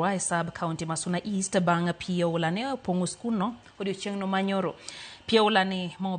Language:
Luo (Kenya and Tanzania)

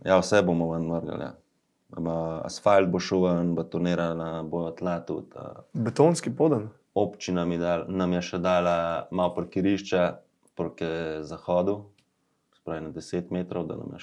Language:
Slovenian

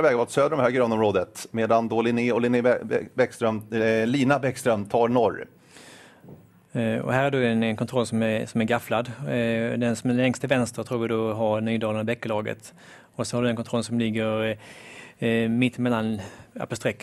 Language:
Swedish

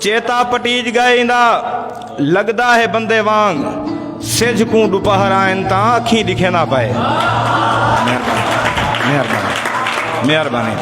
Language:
Saraiki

